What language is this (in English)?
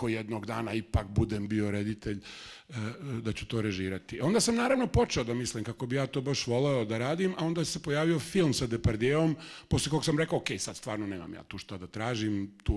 Serbian